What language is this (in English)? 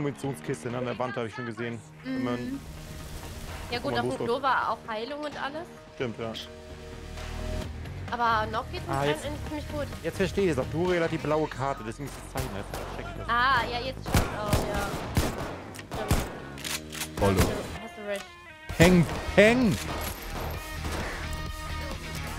German